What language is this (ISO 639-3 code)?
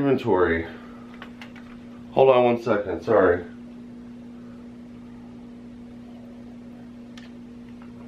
eng